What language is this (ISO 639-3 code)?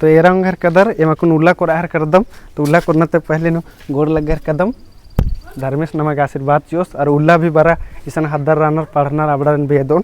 kru